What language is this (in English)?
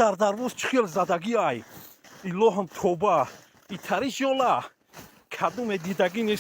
Tajik